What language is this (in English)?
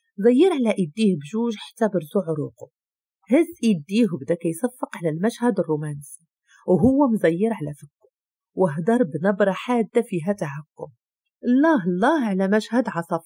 Moroccan Arabic